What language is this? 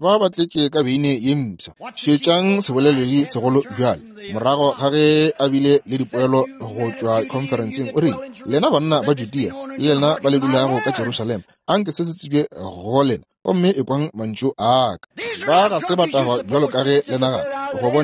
Northern Sotho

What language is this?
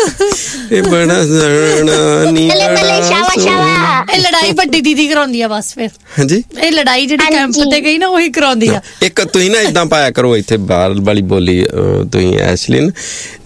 Punjabi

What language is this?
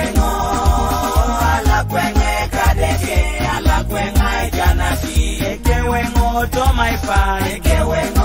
Teso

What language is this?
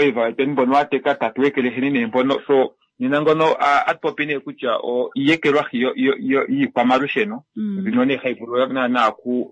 Kuanyama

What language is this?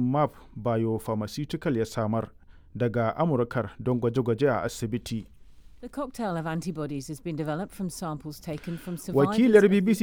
Hausa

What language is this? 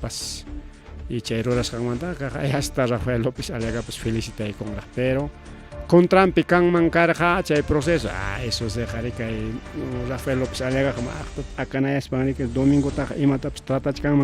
Ayacucho Quechua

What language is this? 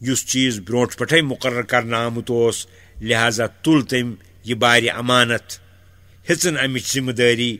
Kashmiri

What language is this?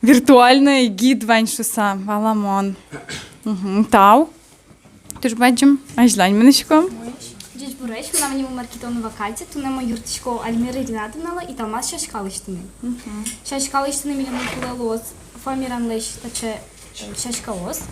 Udmurt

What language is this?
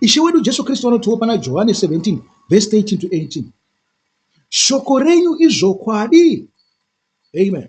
Shona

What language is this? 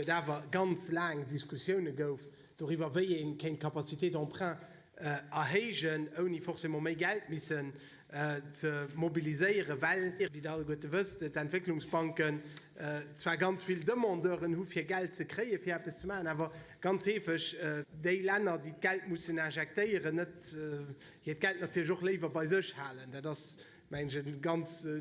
Luxembourgish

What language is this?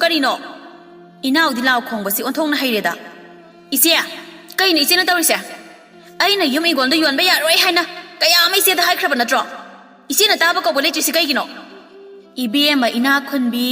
Manipuri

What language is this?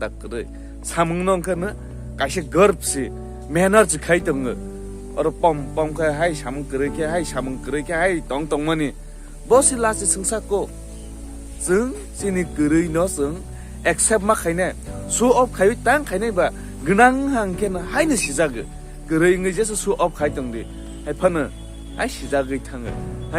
Kok Borok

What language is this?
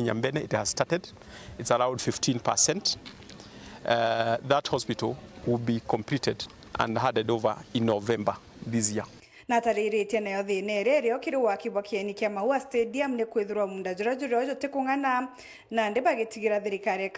Meru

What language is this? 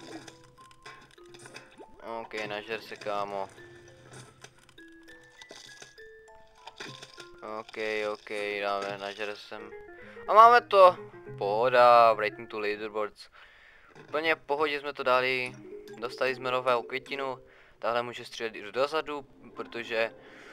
Czech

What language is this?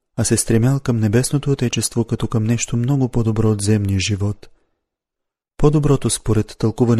Bulgarian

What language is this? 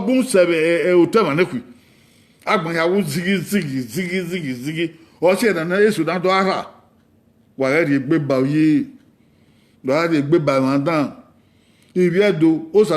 Bini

